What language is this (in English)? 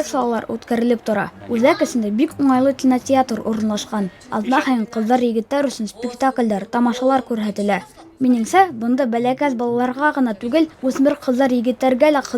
Bashkir